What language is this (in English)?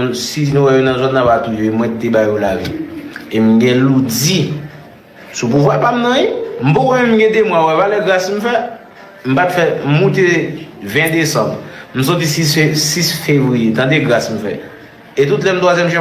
Haitian Creole